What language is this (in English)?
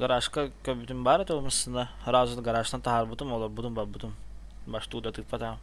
Yakut